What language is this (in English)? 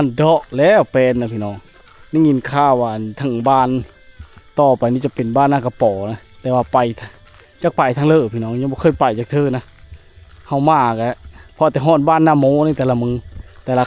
Lao